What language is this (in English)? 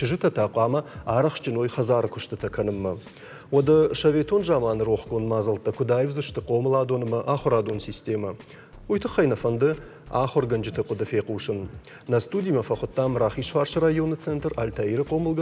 Ossetic